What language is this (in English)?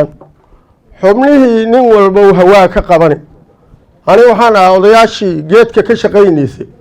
Somali